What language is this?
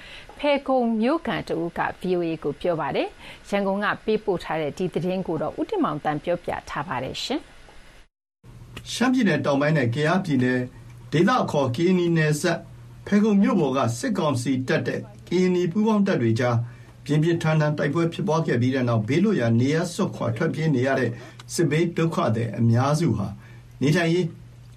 Burmese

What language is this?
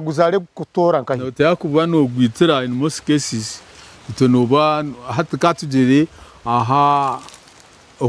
Nyankole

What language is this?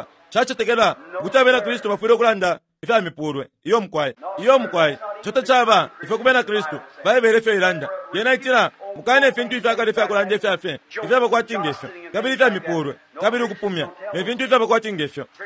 Bemba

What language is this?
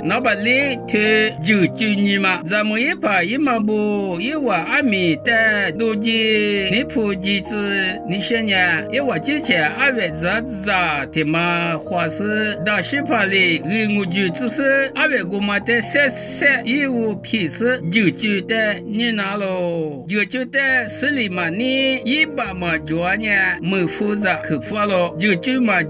Lisu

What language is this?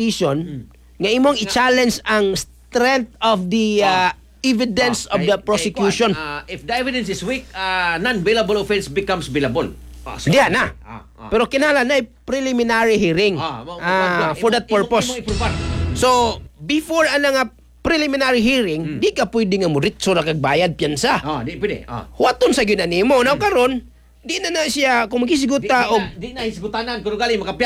Cebuano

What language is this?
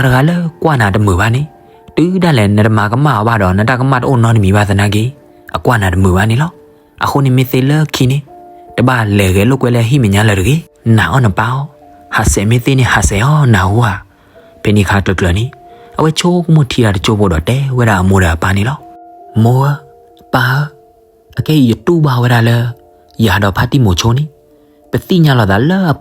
S'gaw Karen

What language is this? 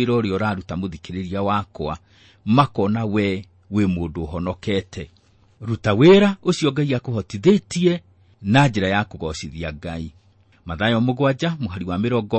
Kikuyu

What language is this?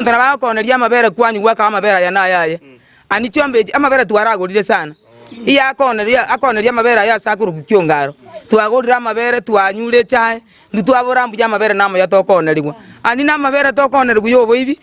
Gusii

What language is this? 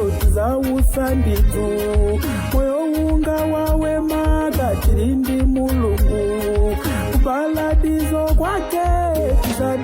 Nyanja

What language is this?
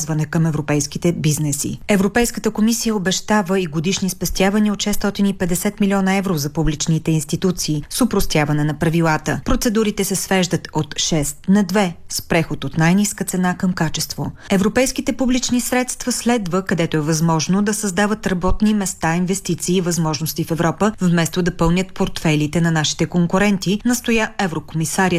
Bulgarian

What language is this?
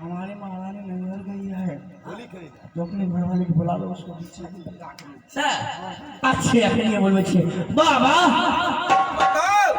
Maithili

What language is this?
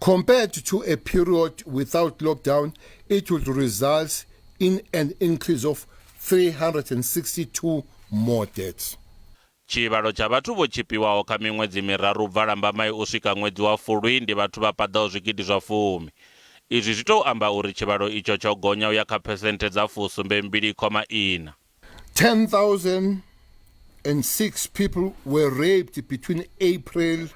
Venda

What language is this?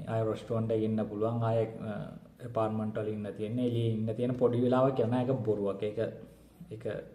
Sinhala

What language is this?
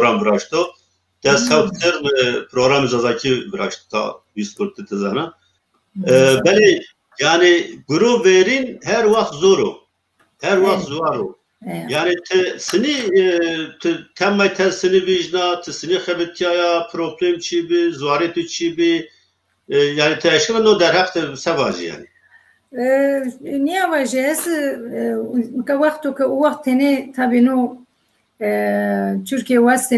Zaza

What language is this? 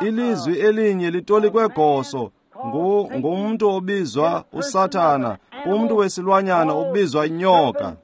Xhosa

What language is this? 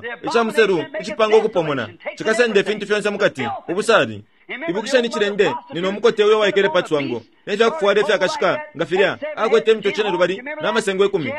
Bemba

